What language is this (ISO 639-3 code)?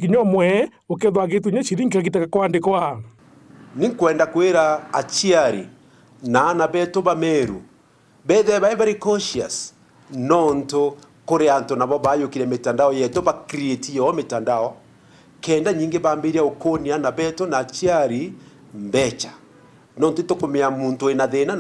mer